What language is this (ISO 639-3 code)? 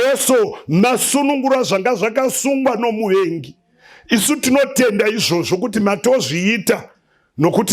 sna